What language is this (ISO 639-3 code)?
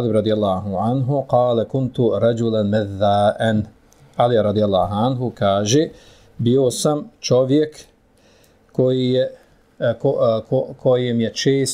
bos